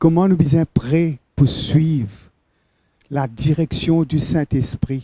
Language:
Morisyen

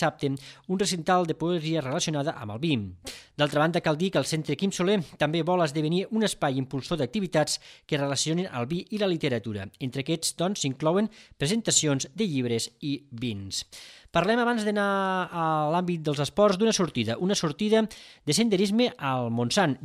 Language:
Catalan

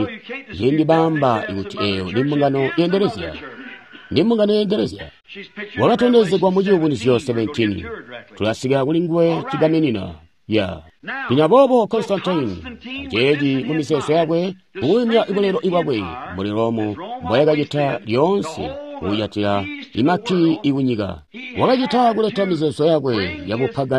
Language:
Tonga (Zambia)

